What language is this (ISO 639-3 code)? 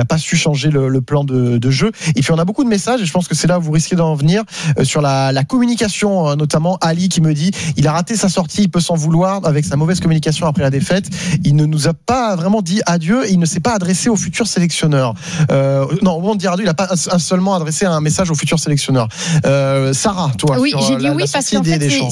fra